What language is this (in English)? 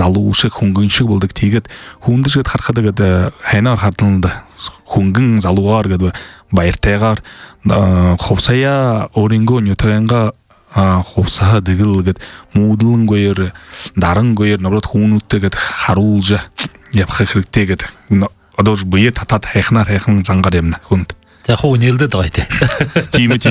Buriat